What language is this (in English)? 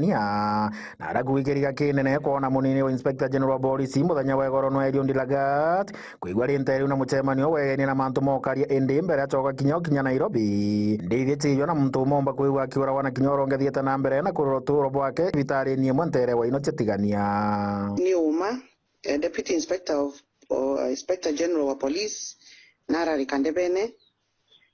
Meru